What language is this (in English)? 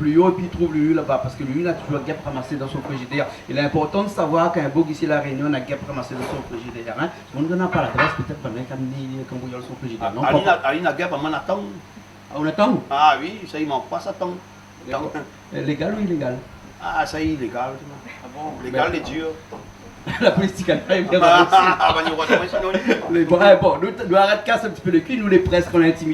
Réunion Creole French